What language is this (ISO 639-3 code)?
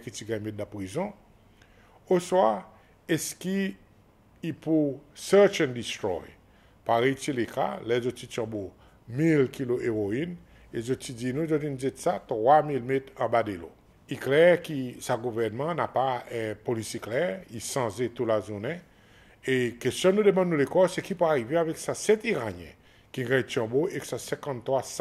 crs